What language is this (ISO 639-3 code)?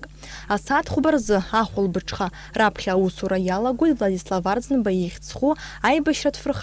abk